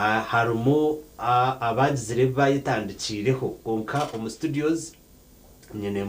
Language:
Nyankole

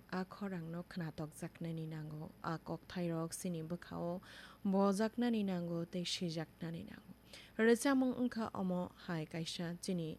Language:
Kok Borok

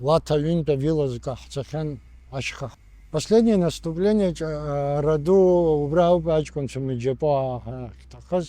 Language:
Abkhazian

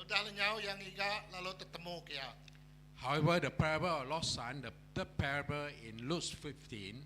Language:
Iban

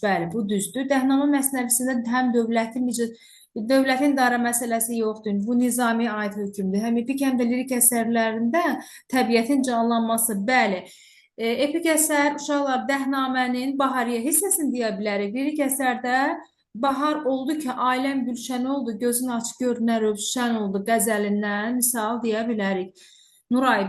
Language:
Azerbaijani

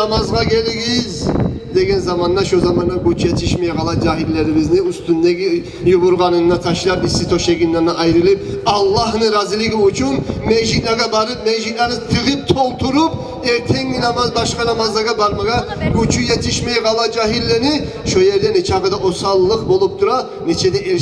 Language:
Kumyk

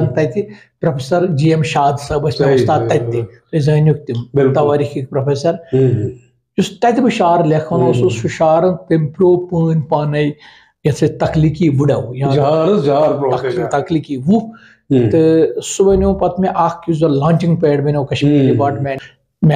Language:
Kashmiri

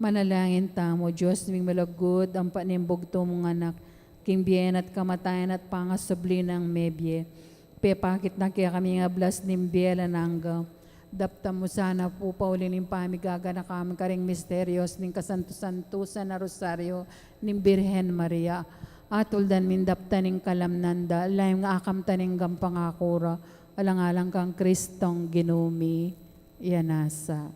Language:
Pampanga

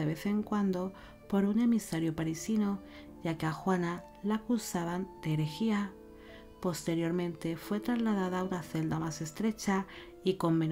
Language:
Spanish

